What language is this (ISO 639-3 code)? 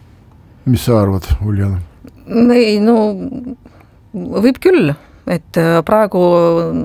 est